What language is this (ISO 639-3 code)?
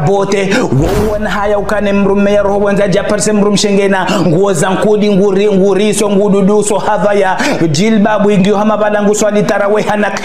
zdj